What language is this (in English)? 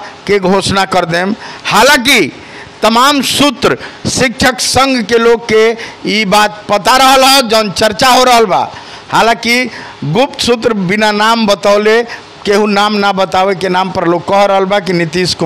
Bhojpuri